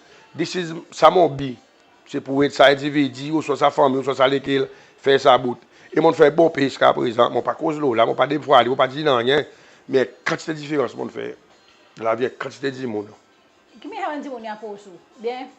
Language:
Seselwa Creole French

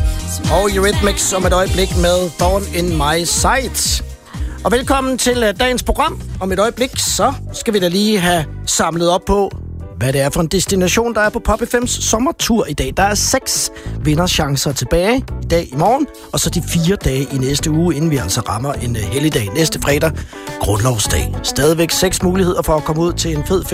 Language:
Danish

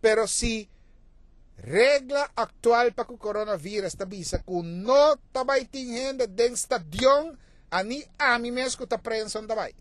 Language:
Papiamento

